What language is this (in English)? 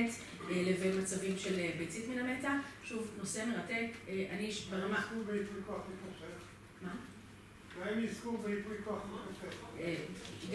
Hebrew